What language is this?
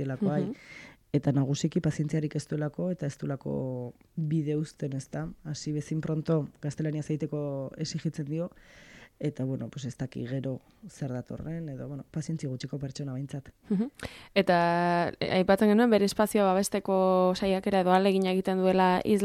Basque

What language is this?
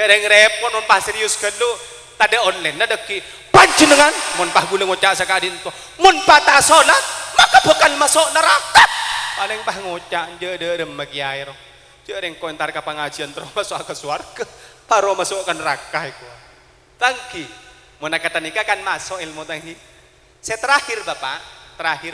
Madurese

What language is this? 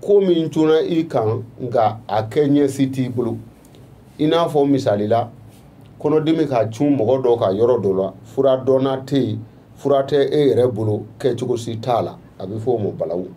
Bambara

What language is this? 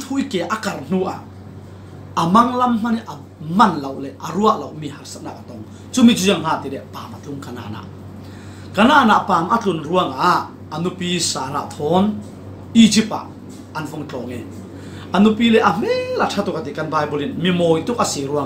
Falam Chin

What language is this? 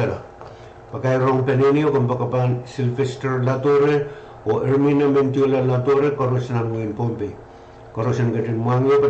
Pohnpeian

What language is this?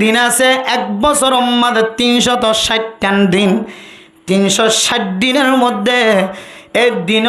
Rohingya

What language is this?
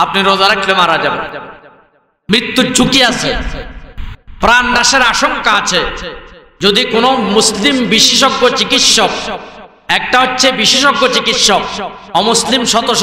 Bangla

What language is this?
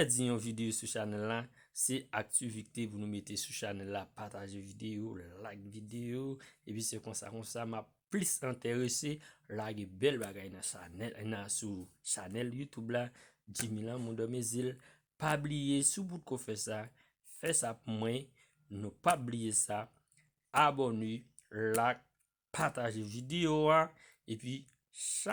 Haitian Creole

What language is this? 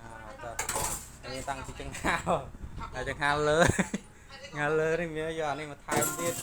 Khmer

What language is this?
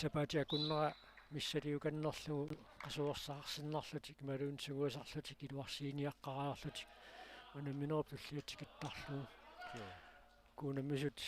Kalaallisut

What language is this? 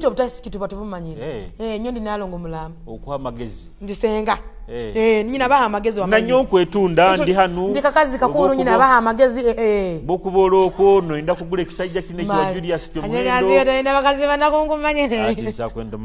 Nyoro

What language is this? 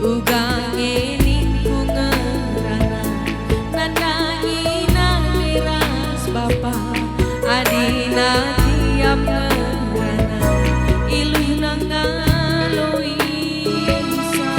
Batak Karo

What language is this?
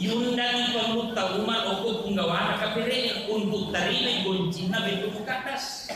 Buginese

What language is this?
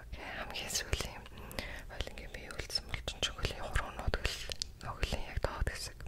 Mongolian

